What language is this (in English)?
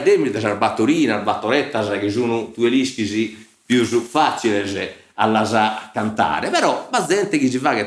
Sardinian